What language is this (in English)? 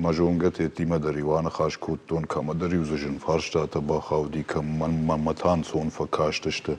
Ossetic